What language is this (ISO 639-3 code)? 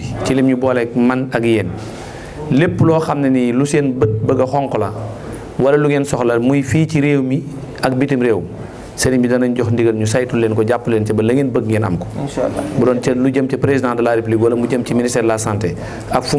wol